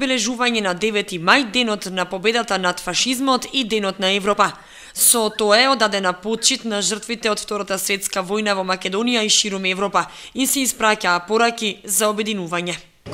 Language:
Macedonian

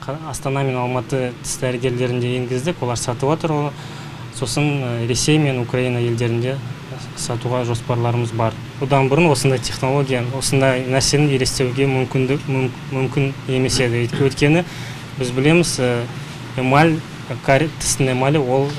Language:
Kazakh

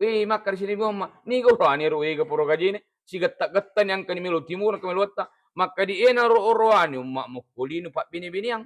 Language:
Buginese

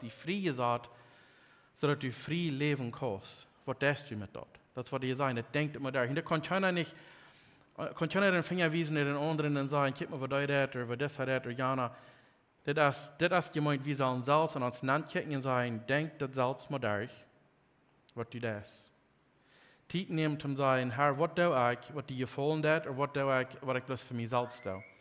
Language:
Plautdietsch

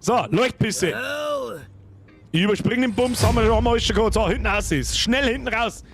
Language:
Bavarian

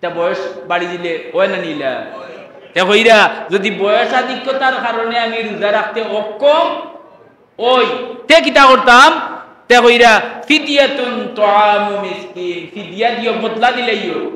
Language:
Sylheti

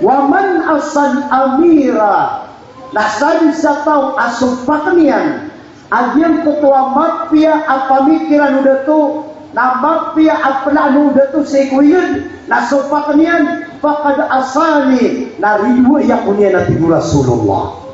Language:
Maranao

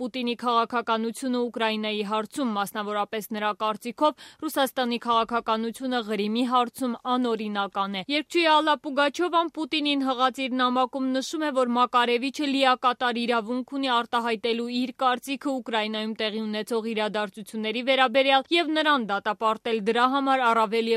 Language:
Armenian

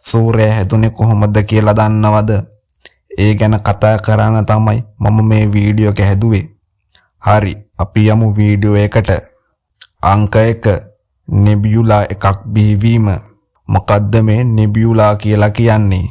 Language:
Sinhala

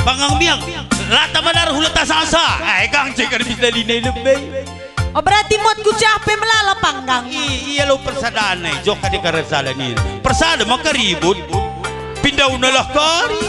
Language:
Batak Karo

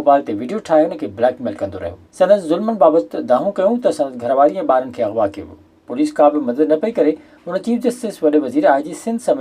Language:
Sindhi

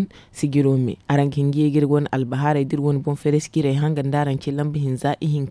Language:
Zarma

